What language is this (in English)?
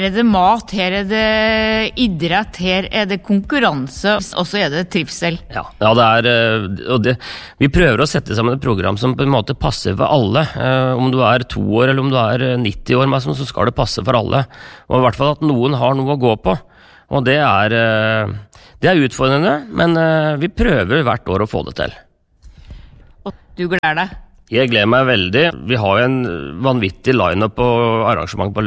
Norwegian